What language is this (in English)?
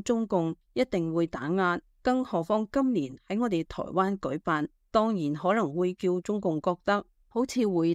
Cantonese